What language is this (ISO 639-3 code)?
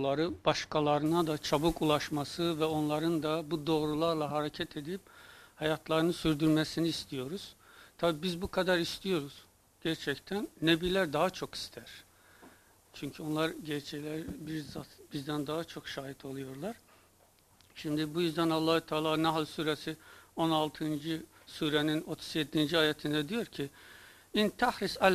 tur